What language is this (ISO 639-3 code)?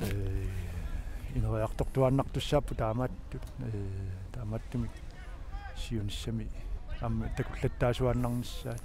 kal